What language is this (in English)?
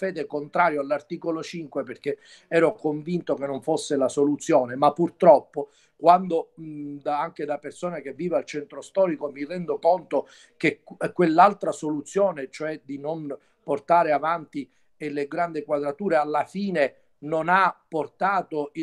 Italian